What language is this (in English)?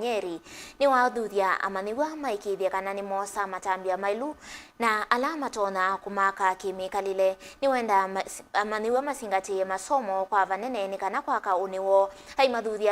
Kamba